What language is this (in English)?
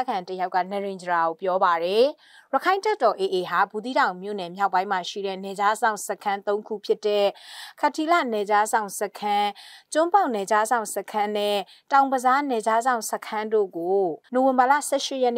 Burmese